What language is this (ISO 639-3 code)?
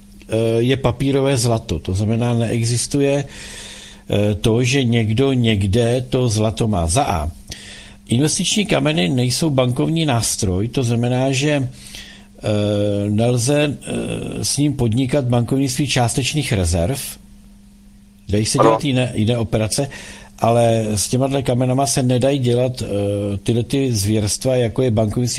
ces